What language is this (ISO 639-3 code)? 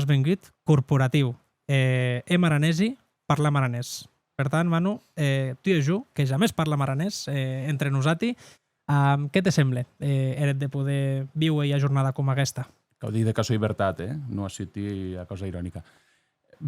oci